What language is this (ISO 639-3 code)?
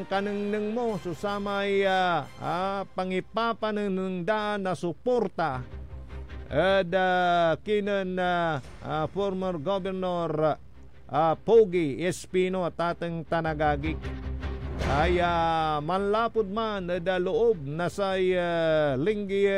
pag